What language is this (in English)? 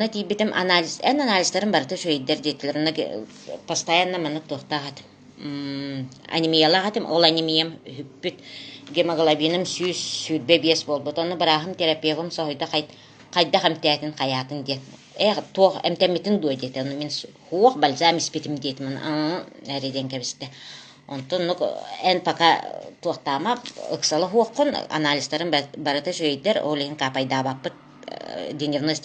Yakut